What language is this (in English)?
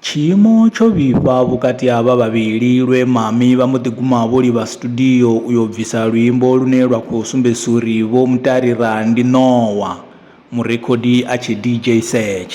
Venda